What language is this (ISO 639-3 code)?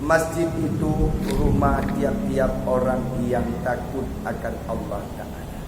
ace